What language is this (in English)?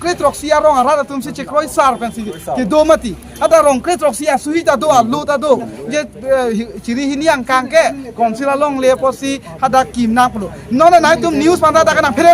Karbi